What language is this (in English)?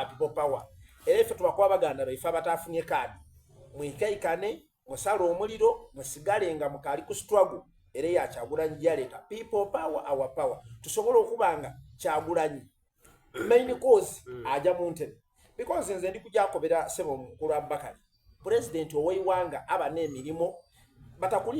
Soga